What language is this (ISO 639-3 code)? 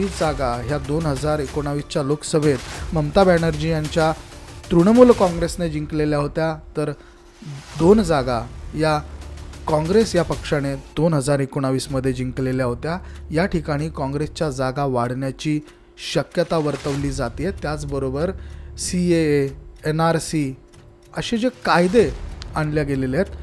mar